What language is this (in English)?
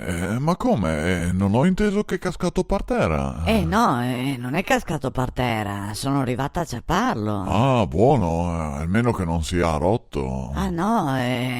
Venetian